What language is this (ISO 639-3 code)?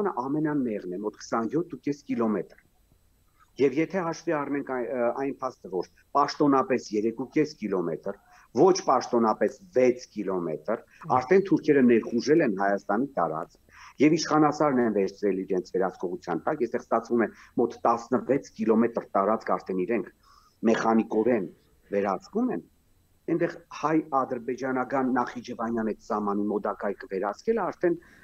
hye